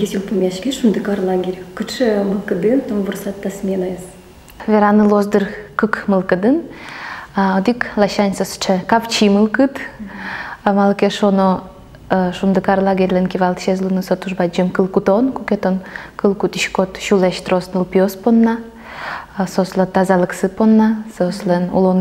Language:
Udmurt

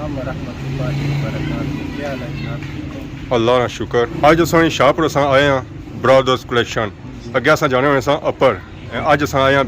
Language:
Pahari-Potwari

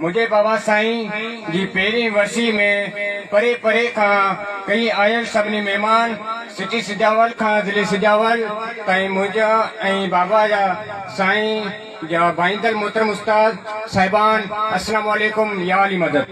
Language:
Sindhi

